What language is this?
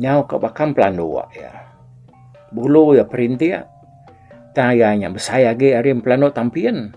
Iban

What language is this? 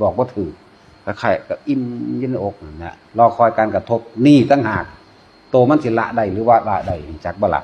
Northeastern Thai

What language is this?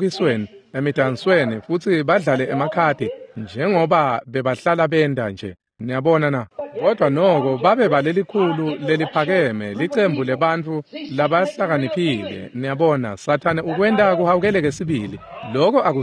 Swati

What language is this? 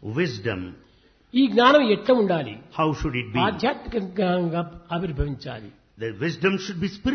Telugu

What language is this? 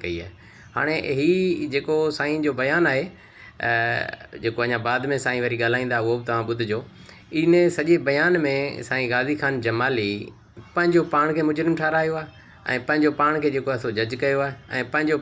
Sindhi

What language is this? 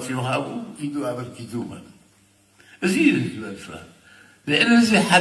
Tigrinya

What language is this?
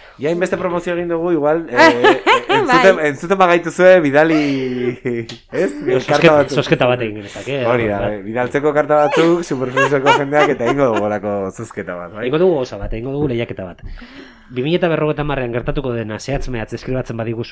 Basque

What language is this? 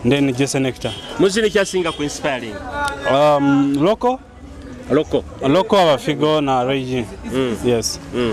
Nyoro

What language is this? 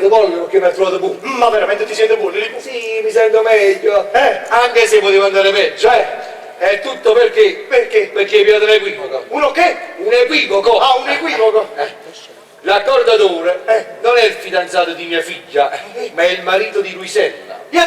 Neapolitan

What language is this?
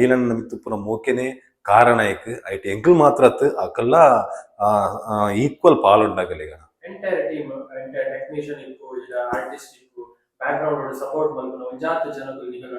Tulu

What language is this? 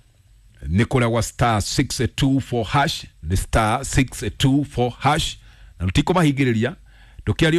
Kikuyu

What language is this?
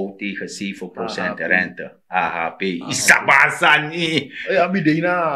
Sranan Tongo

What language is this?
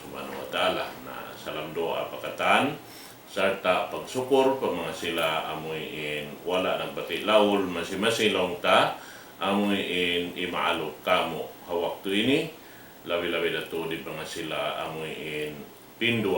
Tausug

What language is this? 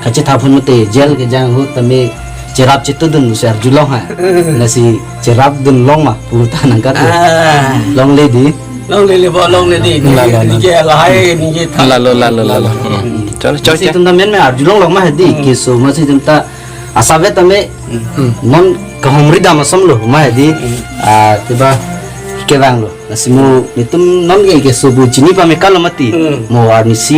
Karbi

